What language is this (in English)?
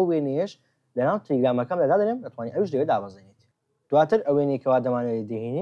Central Kurdish